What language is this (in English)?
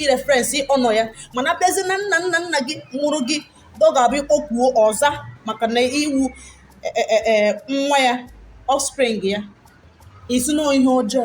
Igbo